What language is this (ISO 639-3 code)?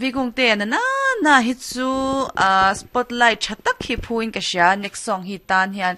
lus